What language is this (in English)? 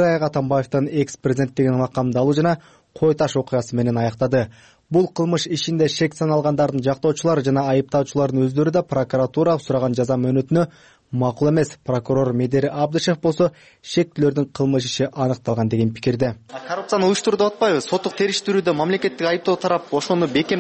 Kyrgyz